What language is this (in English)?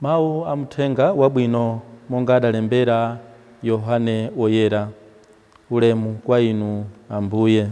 Nyanja